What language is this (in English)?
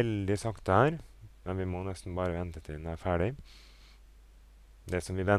Norwegian